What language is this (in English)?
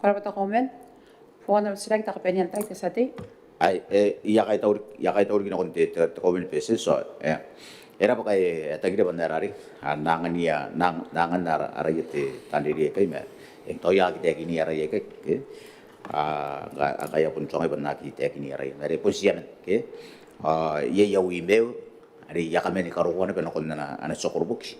Gilbertese